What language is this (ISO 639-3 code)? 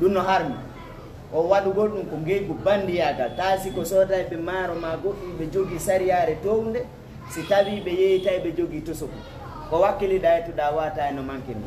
ful